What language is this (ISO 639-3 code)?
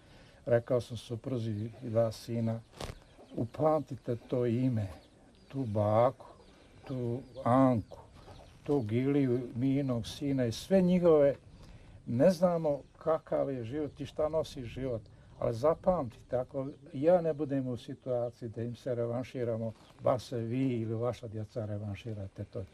bos